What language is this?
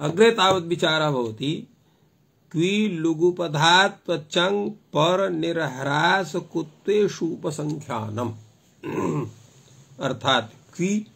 Sanskrit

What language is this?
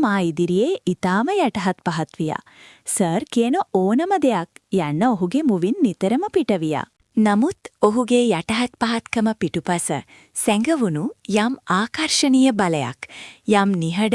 Sinhala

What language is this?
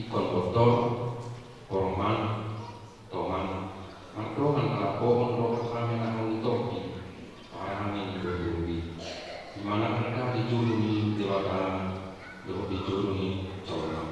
Batak Toba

